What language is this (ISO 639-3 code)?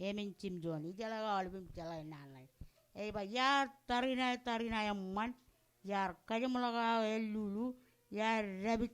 mah